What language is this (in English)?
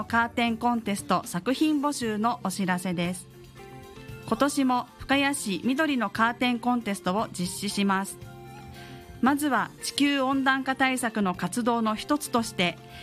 Japanese